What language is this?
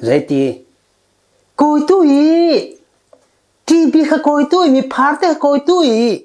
Falam Chin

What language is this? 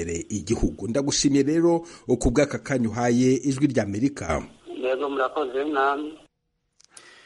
Kinyarwanda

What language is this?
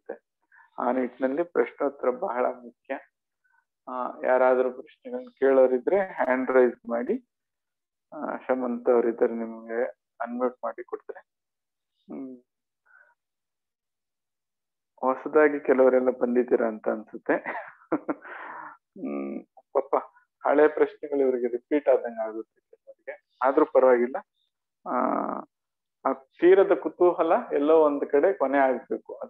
Kannada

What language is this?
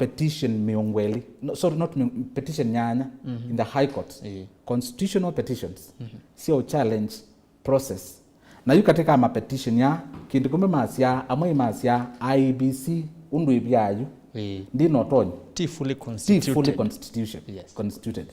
Kamba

